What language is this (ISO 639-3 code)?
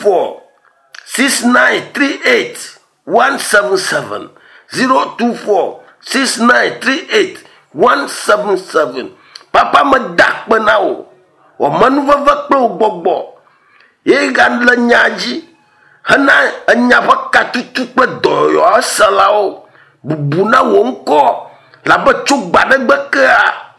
ewe